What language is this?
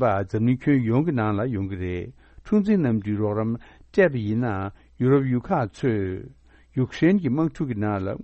Tibetan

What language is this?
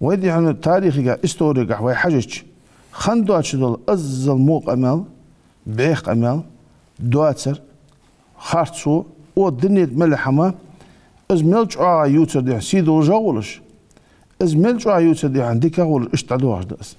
Ingush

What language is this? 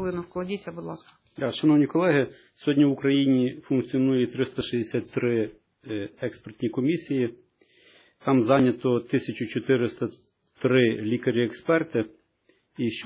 Ukrainian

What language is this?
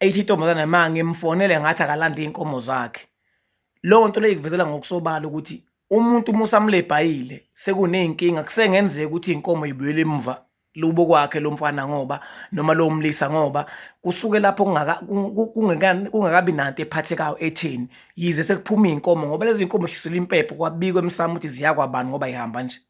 Zulu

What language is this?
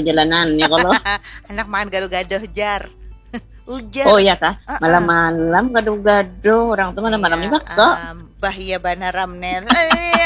Banjar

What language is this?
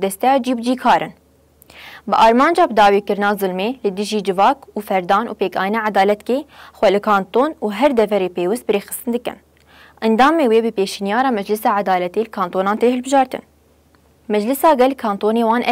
Kurdish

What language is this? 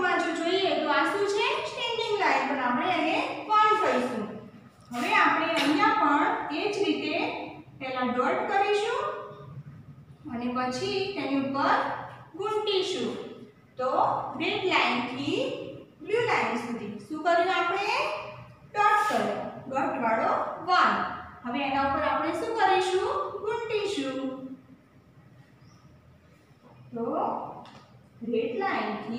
Gujarati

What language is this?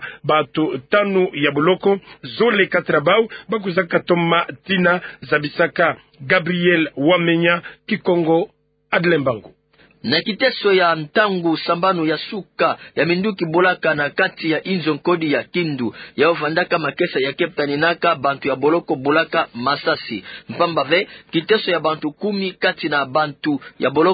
Kituba (Democratic Republic of Congo)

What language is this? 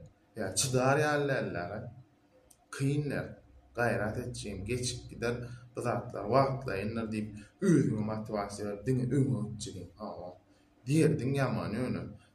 Turkmen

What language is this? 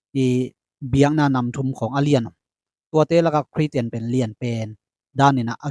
Tedim Chin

